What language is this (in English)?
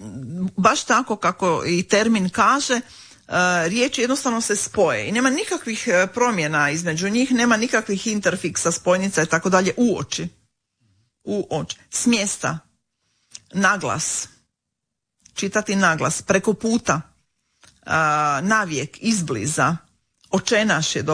Croatian